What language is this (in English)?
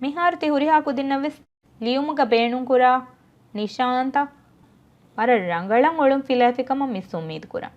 Divehi